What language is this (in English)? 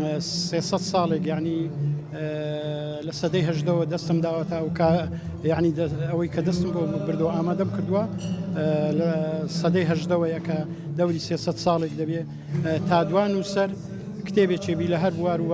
Central Kurdish